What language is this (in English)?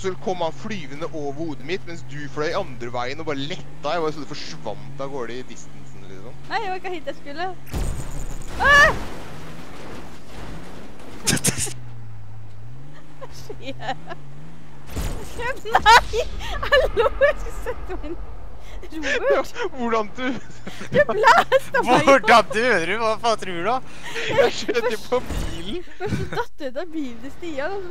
Norwegian